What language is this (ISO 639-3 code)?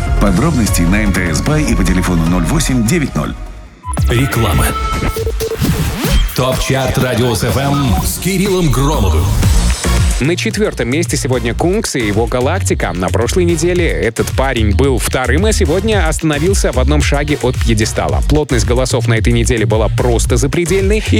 rus